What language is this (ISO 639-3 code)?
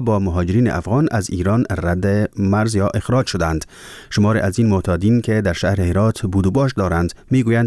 fas